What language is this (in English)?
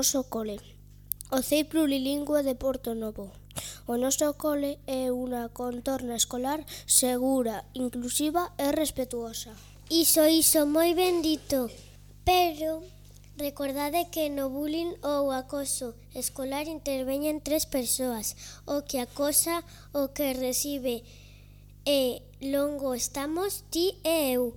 Galician